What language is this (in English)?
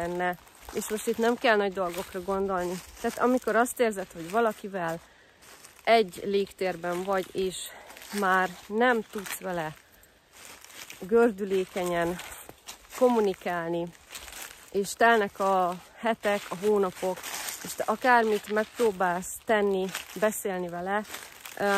Hungarian